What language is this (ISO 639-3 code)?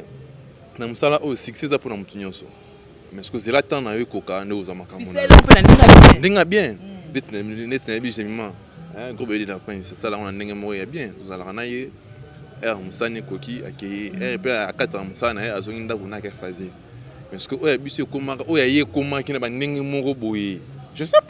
lin